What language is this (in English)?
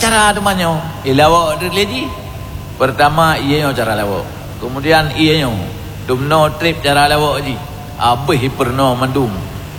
Achinese